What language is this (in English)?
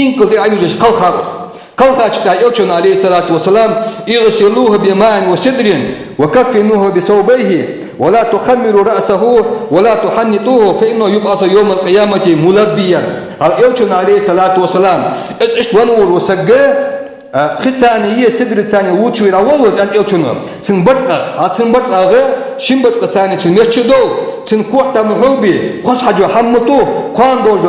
Ingush